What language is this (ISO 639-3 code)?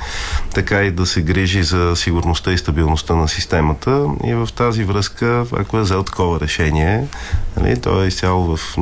bul